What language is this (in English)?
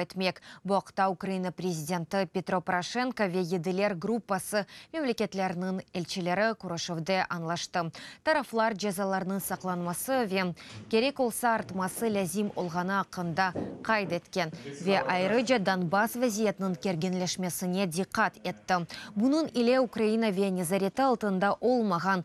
Crimean Tatar